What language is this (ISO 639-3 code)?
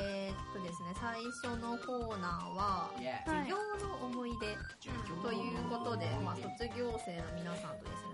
jpn